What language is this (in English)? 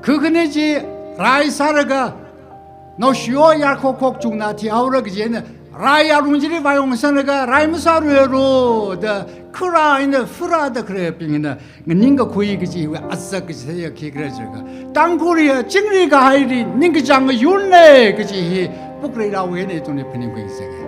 Tangkhul Naga (India)